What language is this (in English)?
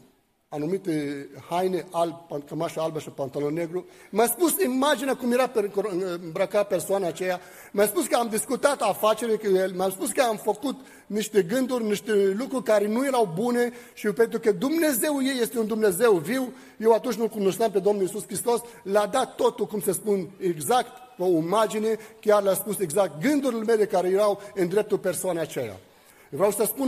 Romanian